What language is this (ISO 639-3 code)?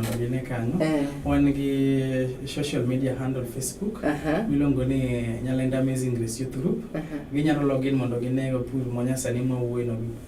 luo